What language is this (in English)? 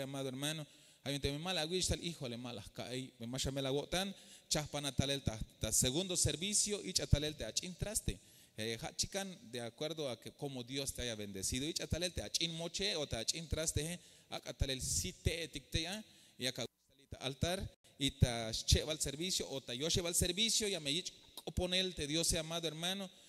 Tzeltal